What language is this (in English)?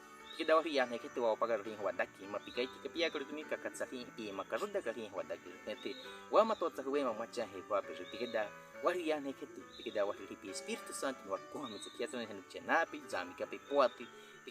Baniwa